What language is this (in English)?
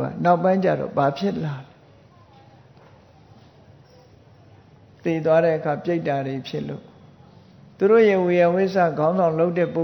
Burmese